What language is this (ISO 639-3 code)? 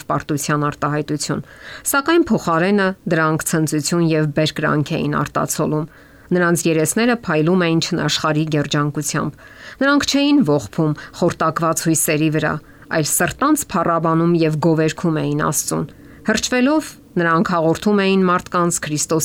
hye